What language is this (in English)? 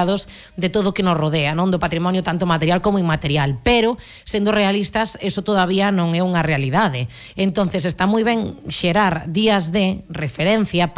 Galician